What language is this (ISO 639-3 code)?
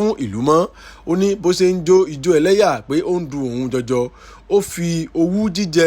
yor